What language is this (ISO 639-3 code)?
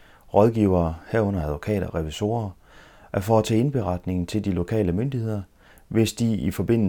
dan